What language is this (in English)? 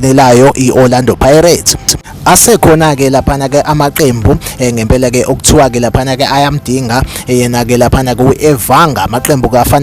Zulu